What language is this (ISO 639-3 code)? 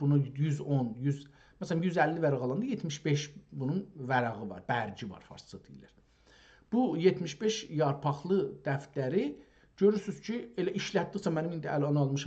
azb